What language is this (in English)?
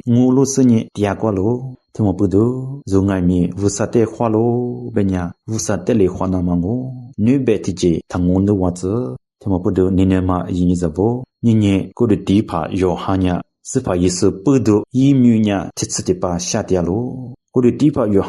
Lisu